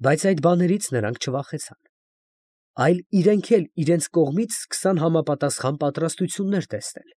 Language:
Armenian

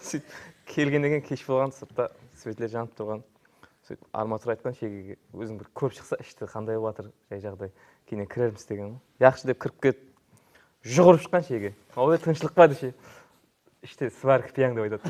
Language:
Kara-Kalpak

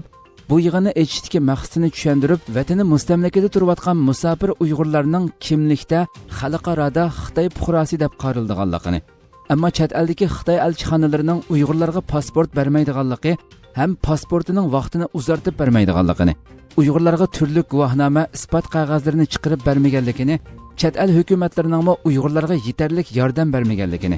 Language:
Uyghur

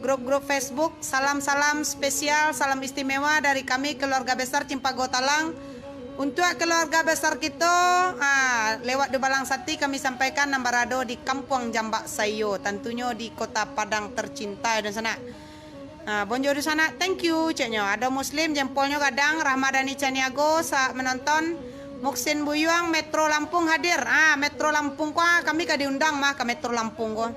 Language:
Minangkabau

